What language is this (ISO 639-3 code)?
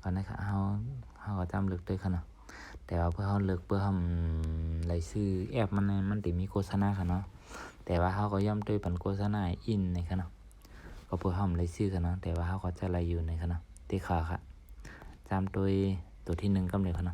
shn